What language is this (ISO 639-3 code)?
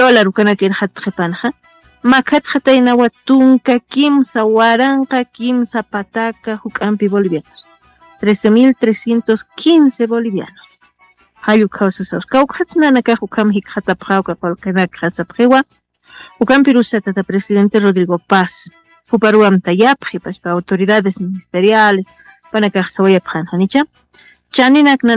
aym